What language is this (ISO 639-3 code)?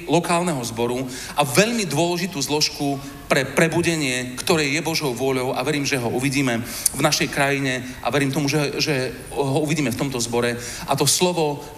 slk